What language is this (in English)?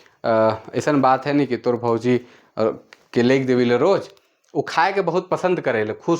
Sadri